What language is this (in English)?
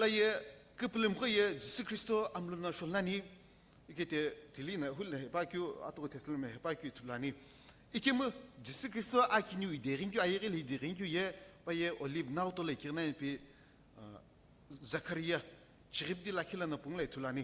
Sumi Naga